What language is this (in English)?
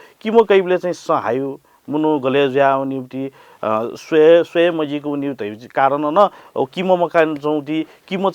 Newari